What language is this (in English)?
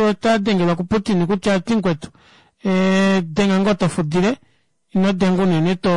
Kuanyama